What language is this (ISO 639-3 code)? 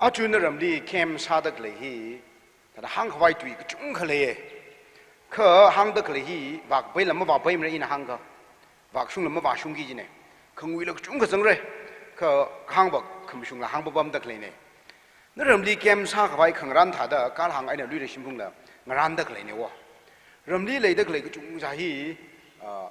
nmf